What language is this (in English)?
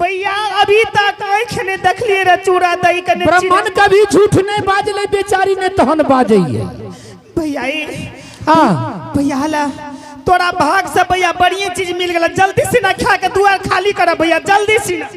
Angika